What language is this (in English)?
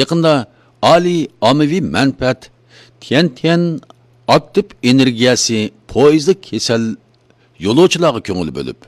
Uyghur